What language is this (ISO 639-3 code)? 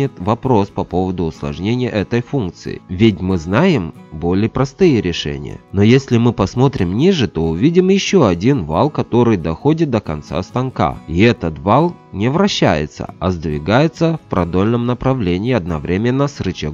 rus